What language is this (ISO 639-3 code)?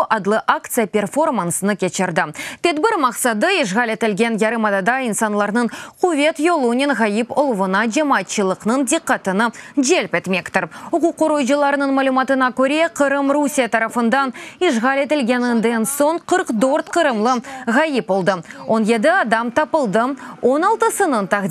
crh